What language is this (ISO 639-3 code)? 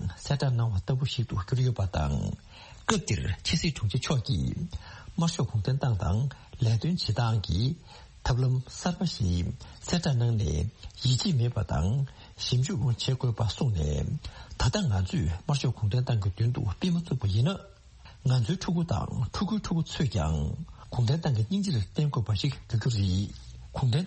bod